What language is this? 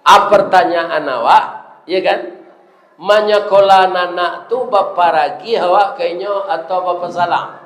Minangkabau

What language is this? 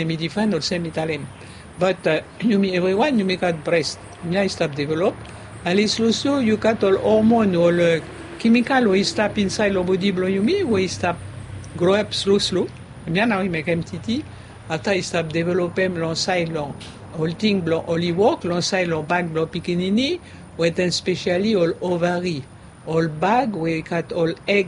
Bislama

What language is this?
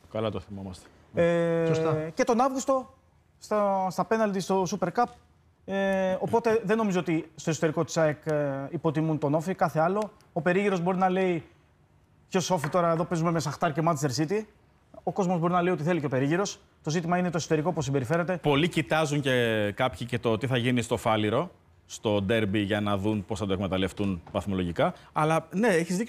Greek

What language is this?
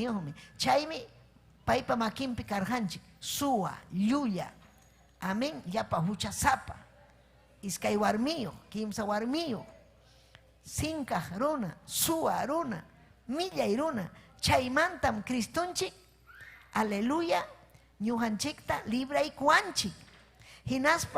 Ayacucho Quechua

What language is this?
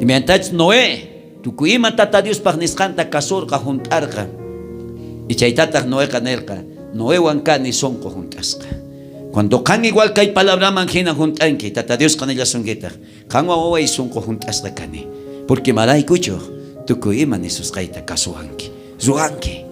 South Bolivian Quechua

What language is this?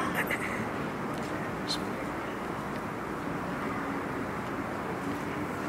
Malay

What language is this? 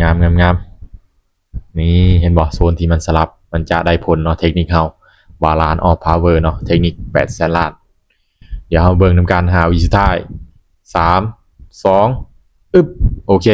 Lao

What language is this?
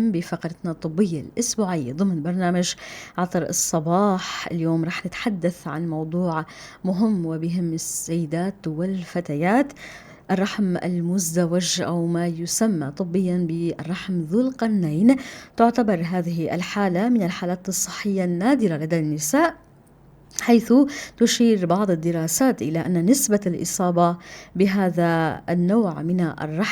North Levantine Arabic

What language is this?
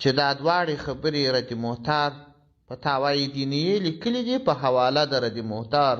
Pashto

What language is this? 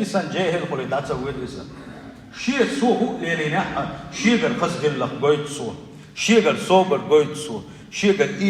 Chechen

